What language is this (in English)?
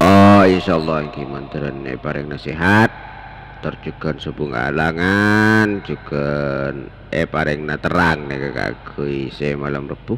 Madurese